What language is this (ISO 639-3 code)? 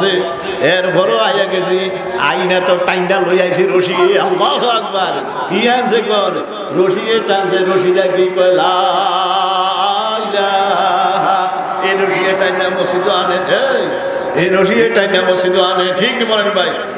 ben